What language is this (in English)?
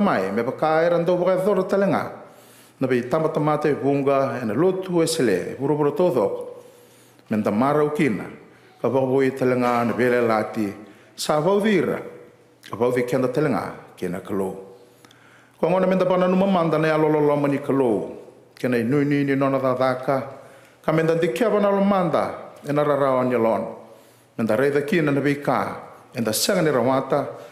Fijian